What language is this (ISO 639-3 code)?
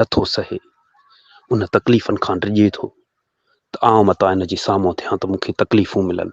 snd